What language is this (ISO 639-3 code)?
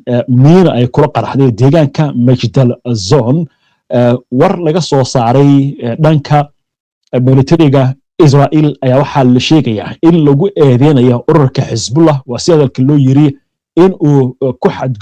som